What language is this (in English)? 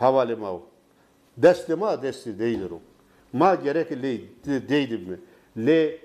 Zaza